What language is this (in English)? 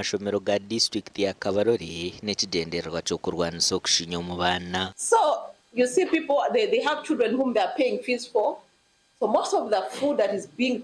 Nyankole